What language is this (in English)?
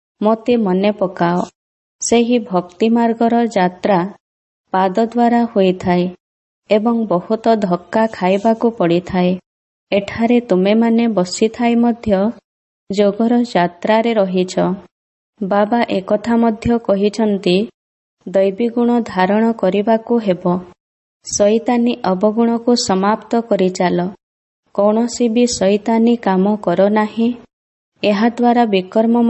Odia